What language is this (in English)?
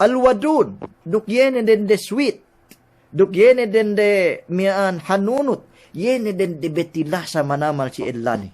Yakan